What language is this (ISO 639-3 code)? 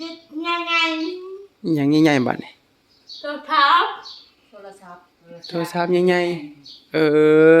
tts